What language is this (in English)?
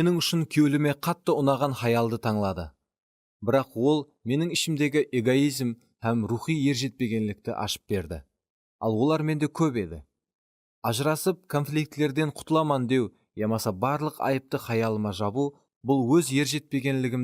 Kara-Kalpak